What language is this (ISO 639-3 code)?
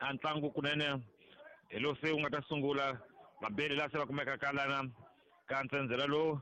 tso